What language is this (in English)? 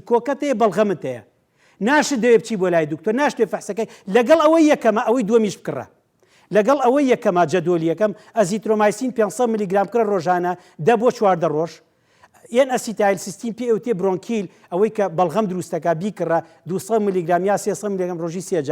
Central Kurdish